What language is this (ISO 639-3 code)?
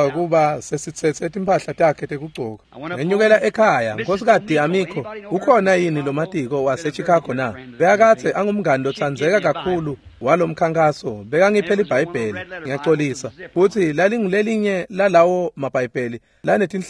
ssw